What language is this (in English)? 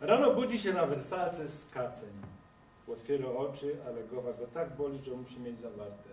Silesian